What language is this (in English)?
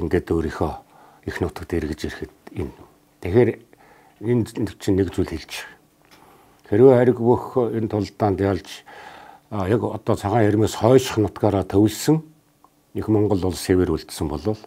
Mongolian